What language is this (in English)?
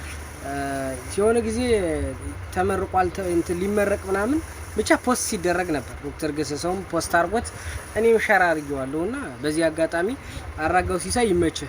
Amharic